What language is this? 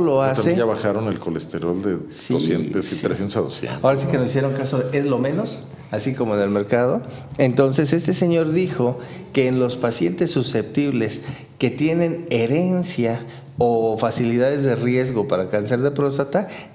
Spanish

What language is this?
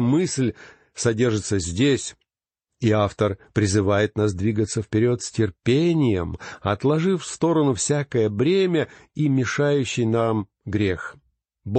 Russian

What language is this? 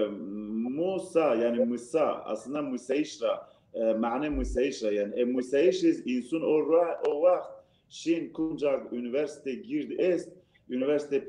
Zaza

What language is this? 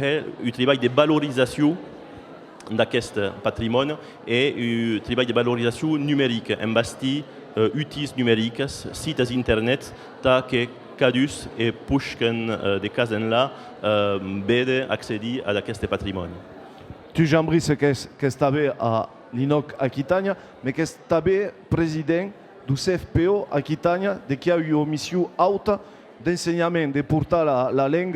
Occitan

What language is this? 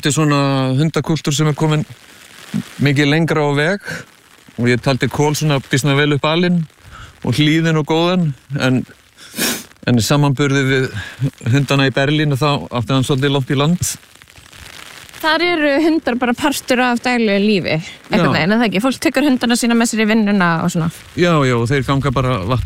Icelandic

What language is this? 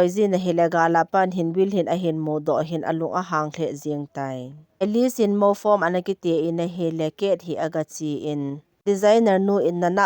Thado Chin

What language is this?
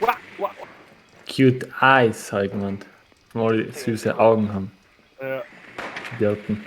Bavarian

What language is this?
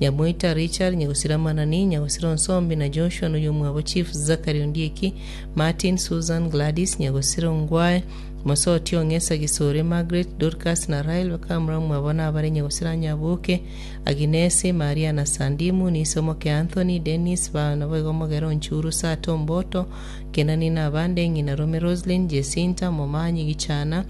Gusii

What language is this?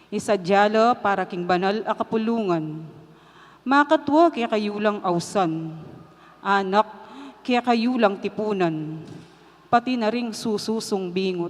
Pampanga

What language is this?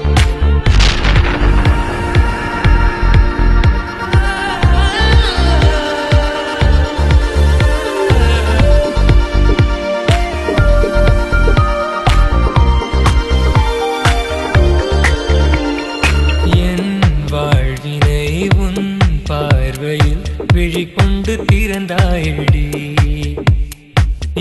Tamil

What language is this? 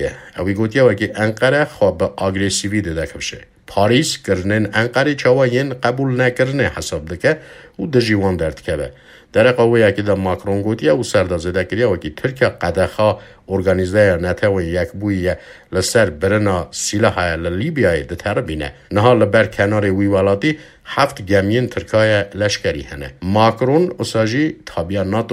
Kurdish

